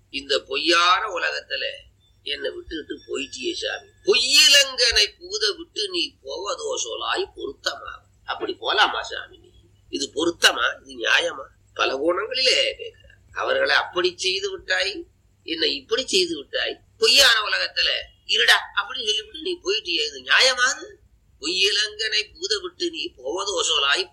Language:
Tamil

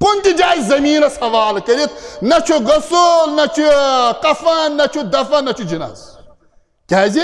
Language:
Kashmiri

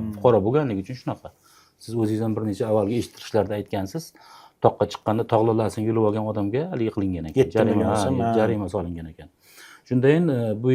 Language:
Uzbek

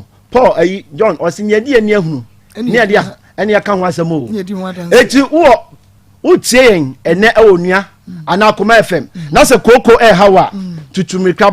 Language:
Akan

